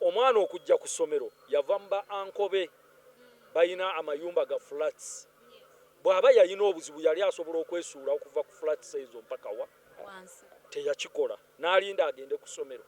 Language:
Ganda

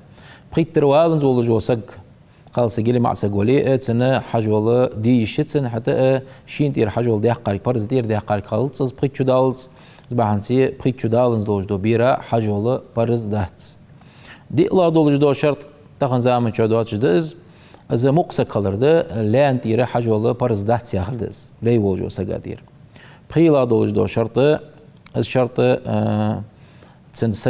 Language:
Ingush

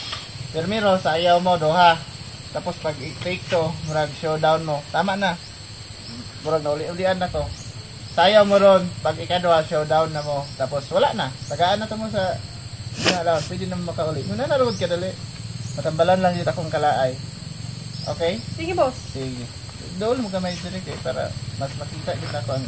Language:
Cebuano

